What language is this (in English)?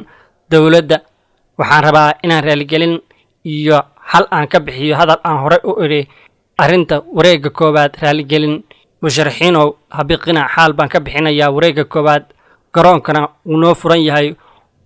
Somali